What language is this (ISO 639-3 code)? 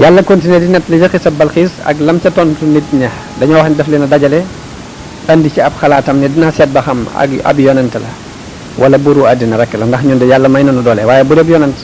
wol